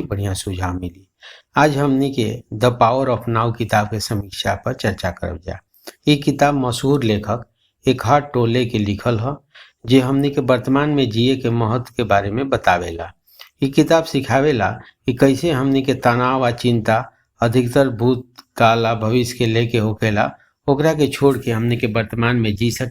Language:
Bhojpuri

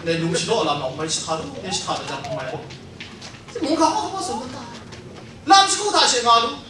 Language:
Kachin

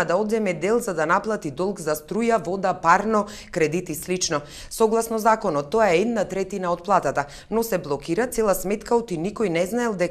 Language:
Macedonian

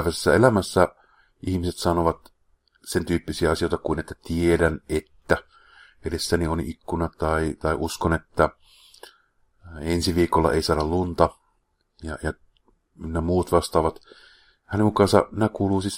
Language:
Finnish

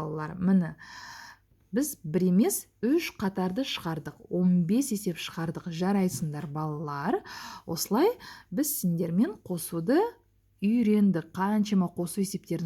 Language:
Kazakh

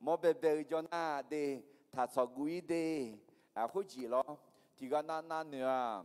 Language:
Akha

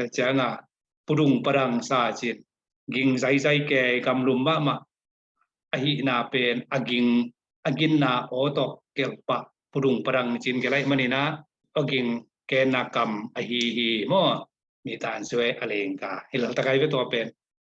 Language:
Tedim Chin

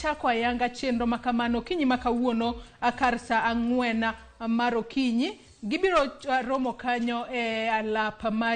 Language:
Luo (Kenya and Tanzania)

